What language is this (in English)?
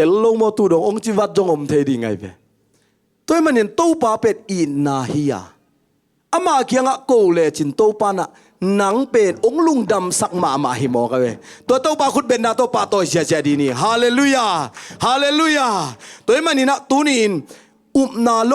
Tedim Chin